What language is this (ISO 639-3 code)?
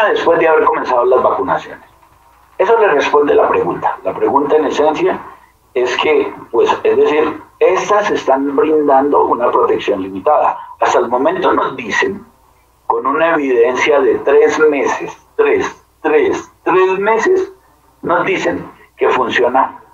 spa